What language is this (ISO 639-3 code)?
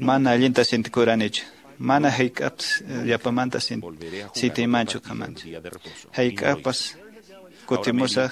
que